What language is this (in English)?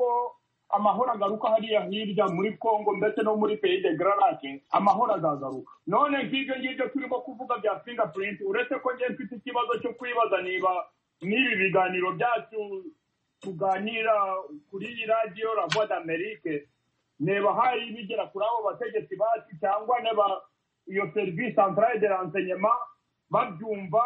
Kinyarwanda